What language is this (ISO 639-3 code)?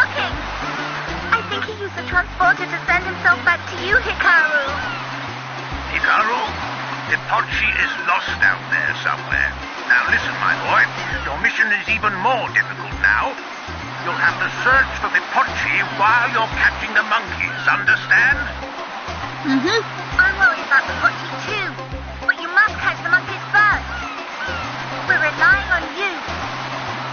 eng